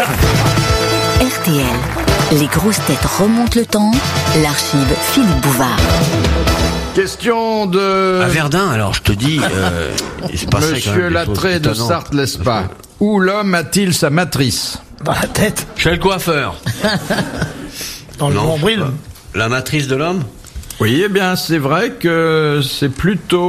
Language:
French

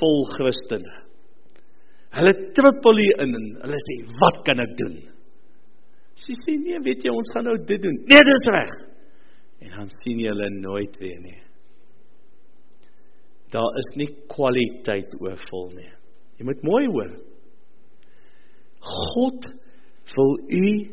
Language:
Afrikaans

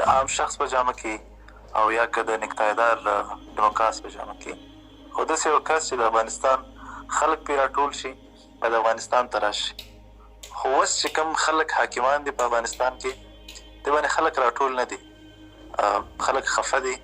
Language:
Pashto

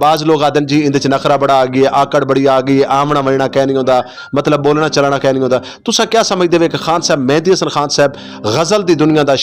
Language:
Western Panjabi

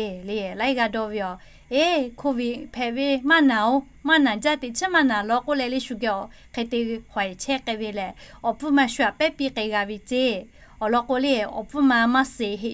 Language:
Lahu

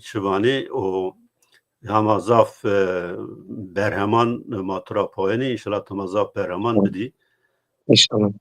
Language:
Zaza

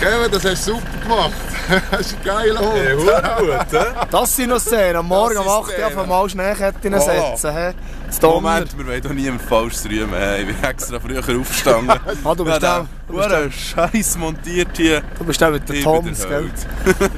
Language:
Swiss German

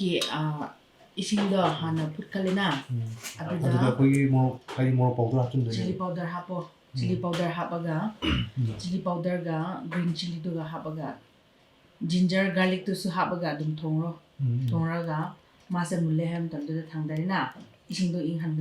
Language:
Manipuri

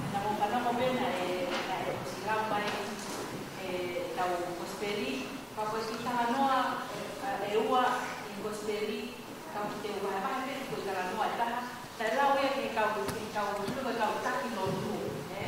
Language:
Tongan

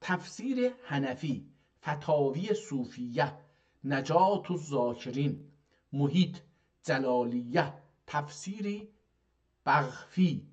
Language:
South Azerbaijani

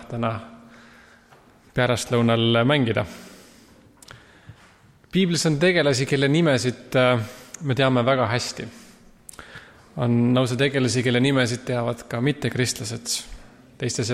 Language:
Estonian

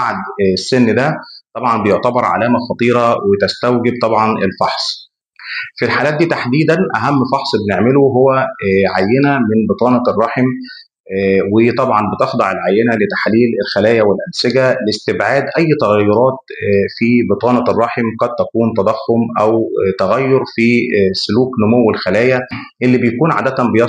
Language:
Egyptian Arabic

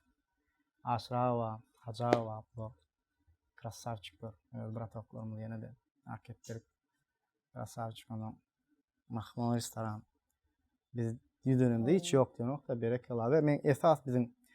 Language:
Turkmen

